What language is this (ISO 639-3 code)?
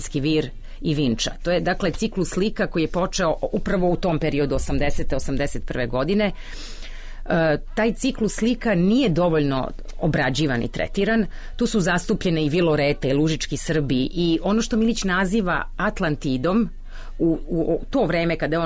srp